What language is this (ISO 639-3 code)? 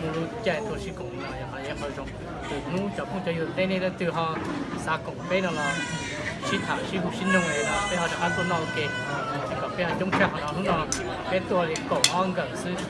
hmn